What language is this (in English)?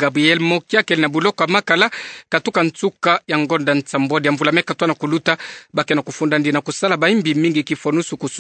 Kituba (Democratic Republic of Congo)